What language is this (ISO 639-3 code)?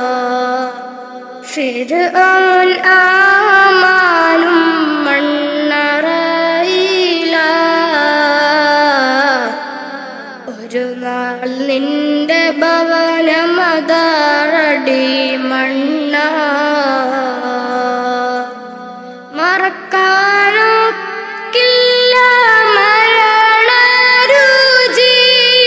mal